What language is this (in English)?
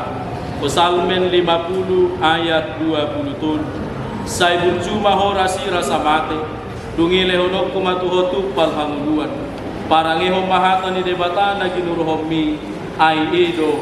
Batak Toba